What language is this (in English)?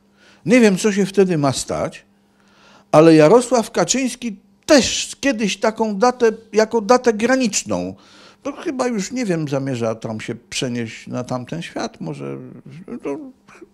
Polish